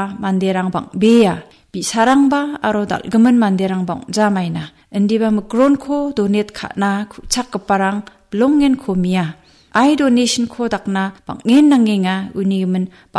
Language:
Garo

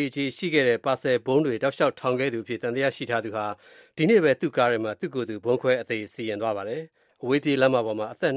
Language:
Burmese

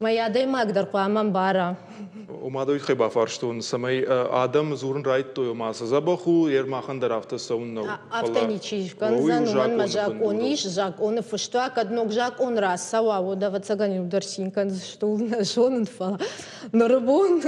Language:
Ossetic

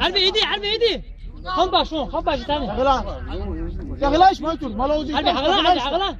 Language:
Chechen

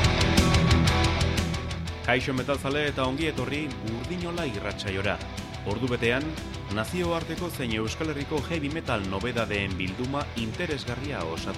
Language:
Basque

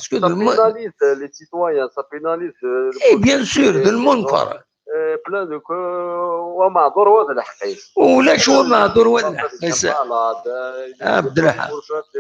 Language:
Kabyle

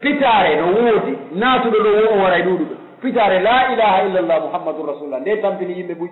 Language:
Pular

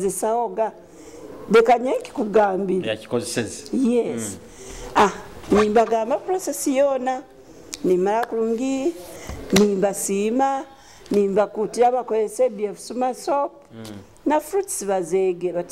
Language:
Nyoro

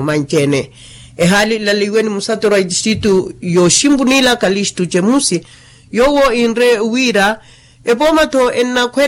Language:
Makhuwa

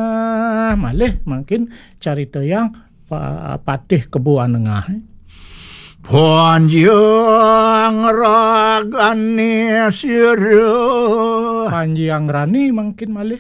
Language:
Balinese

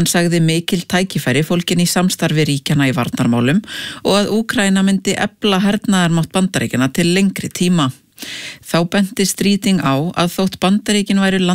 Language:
Icelandic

